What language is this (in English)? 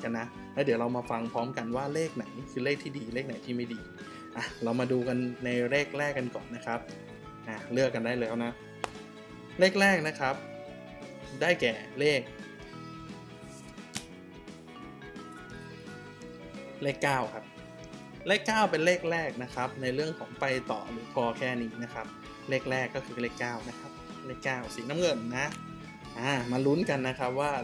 Thai